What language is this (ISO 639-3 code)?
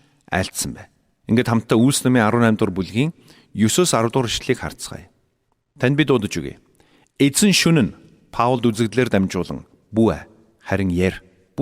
mon